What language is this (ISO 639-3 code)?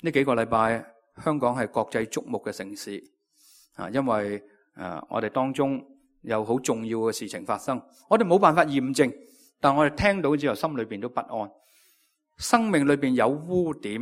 yue